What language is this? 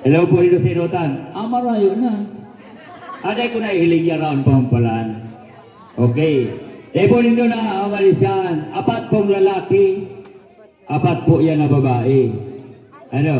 Bikol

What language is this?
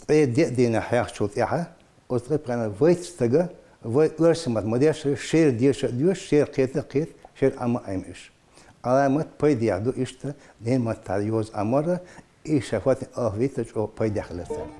Chechen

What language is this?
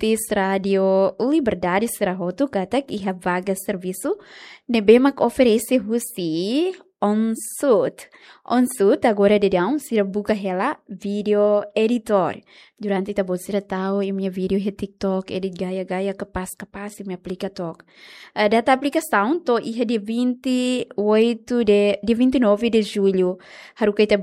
Tetum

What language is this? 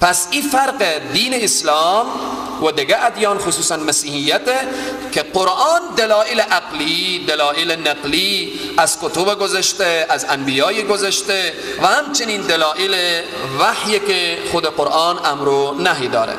Persian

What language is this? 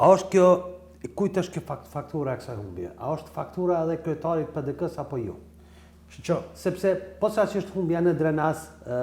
Albanian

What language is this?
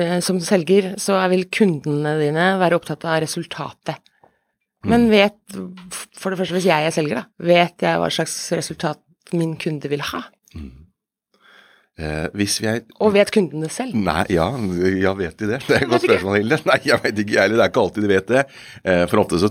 Norwegian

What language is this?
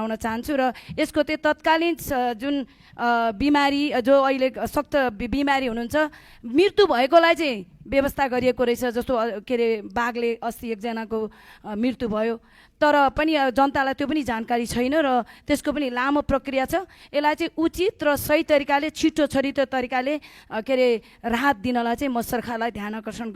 Nepali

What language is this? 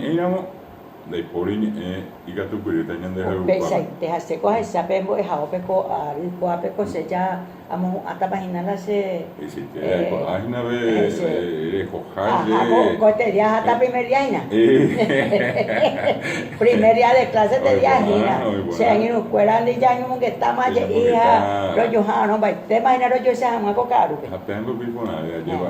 Guarani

